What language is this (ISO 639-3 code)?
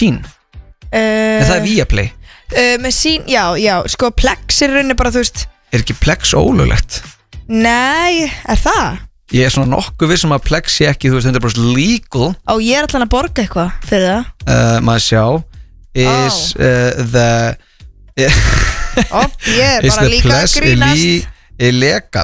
isl